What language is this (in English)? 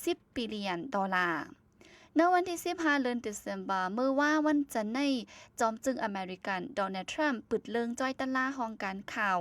Shan